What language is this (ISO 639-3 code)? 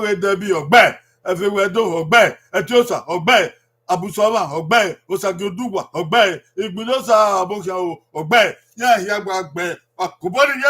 bin